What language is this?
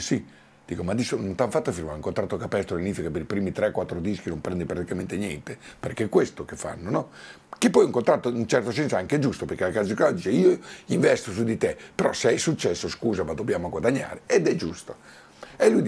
Italian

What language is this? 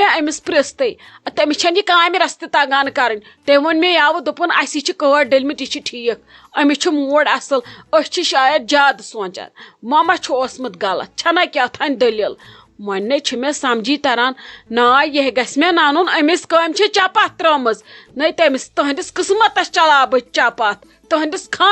Kashmiri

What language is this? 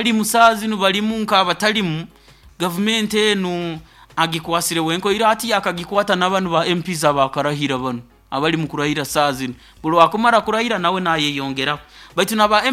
Nyoro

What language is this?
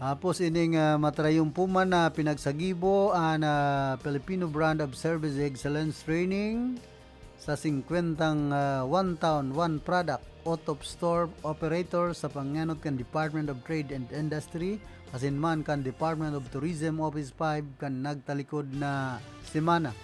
Bikol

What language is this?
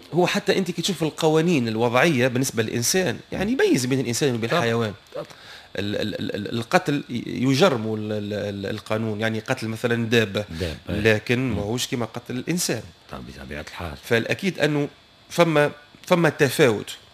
Tunisian Arabic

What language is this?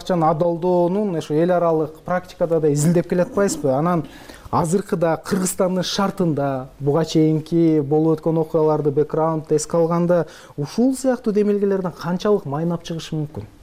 Kyrgyz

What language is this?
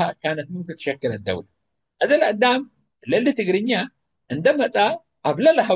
Tigre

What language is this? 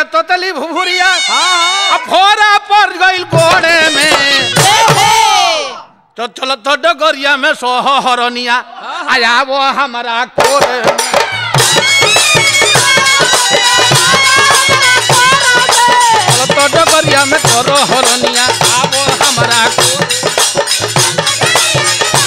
Bhojpuri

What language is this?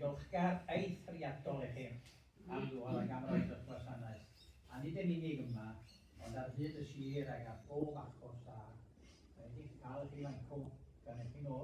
Welsh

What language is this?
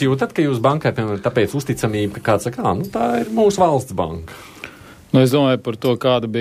Latvian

